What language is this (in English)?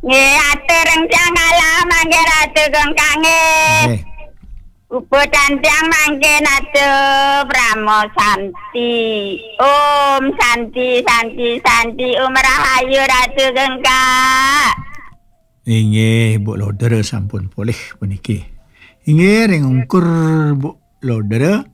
Balinese